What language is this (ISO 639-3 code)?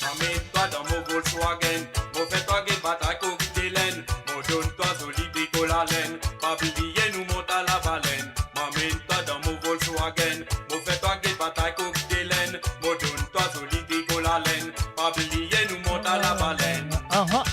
mfe